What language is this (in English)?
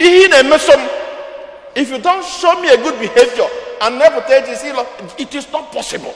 Igbo